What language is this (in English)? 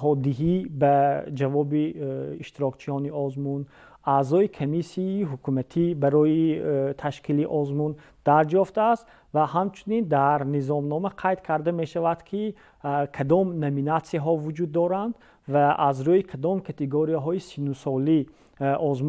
Tajik